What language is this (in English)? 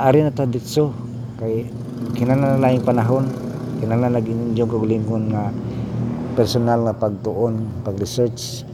Cebuano